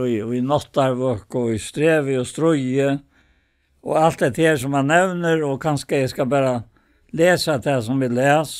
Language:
Faroese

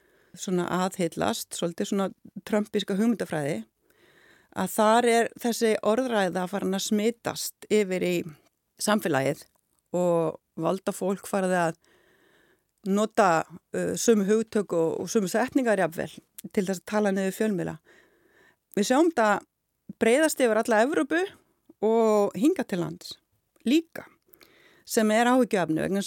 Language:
Icelandic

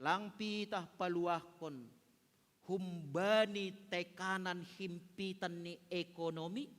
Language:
Batak Simalungun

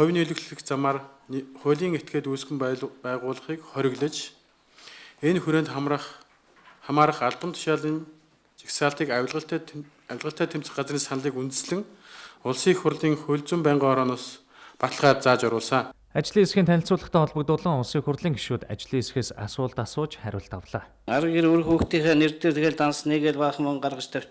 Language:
Mongolian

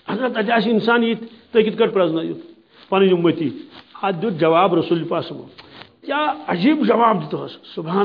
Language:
Kashmiri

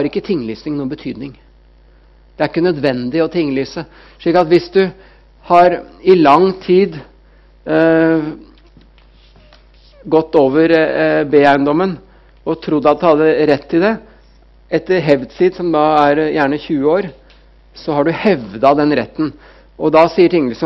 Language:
Norwegian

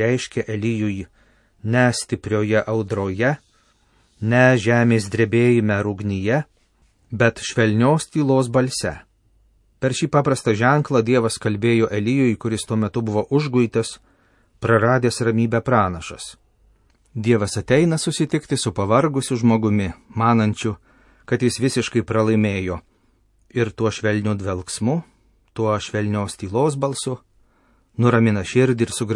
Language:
Lithuanian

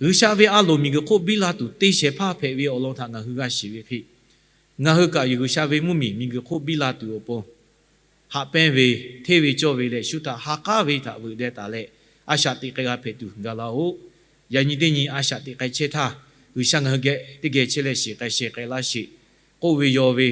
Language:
Lahu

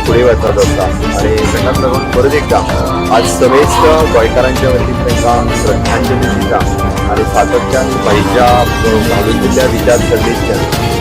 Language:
Konkani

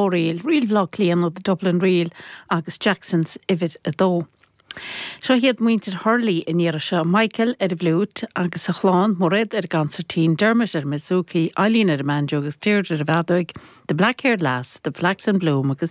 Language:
Irish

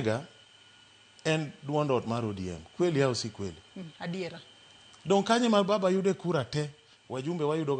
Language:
Luo (Kenya and Tanzania)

